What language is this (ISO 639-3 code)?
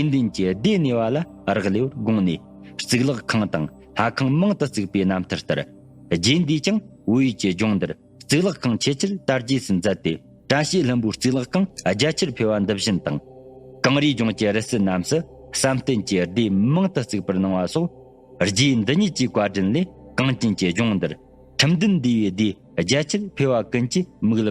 bod